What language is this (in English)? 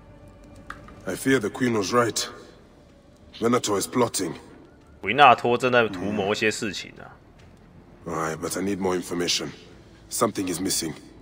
Chinese